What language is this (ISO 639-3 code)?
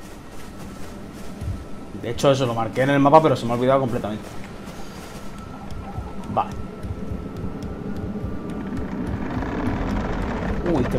spa